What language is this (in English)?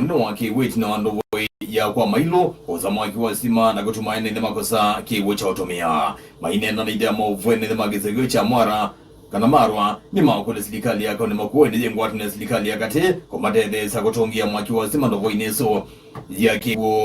Kamba